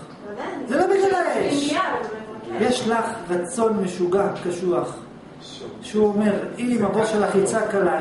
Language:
Hebrew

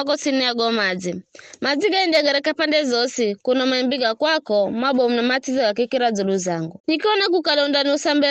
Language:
Giryama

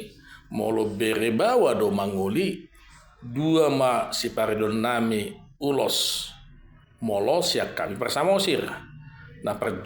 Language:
Batak Toba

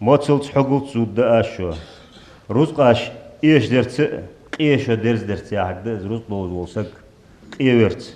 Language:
Ingush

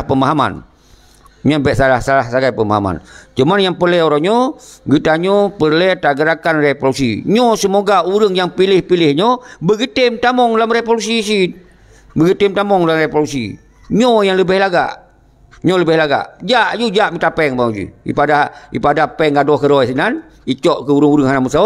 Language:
Achinese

